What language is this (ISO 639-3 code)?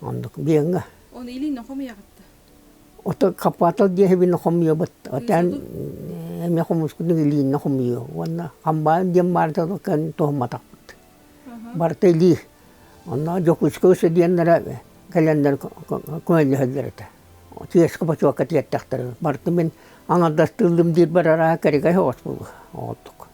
sah